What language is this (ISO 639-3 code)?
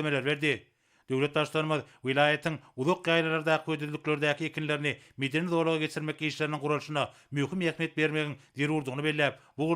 tuk